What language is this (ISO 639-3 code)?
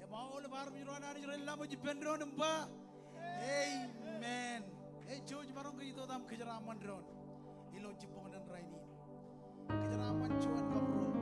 mah